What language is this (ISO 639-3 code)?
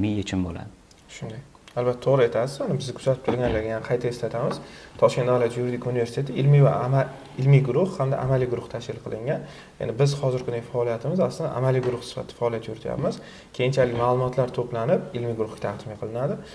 uzb